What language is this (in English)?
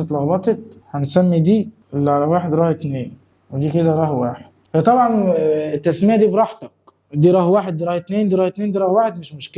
Egyptian Arabic